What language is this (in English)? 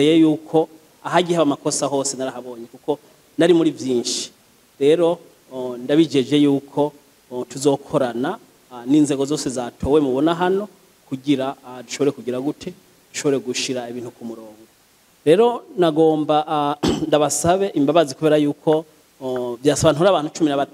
Rundi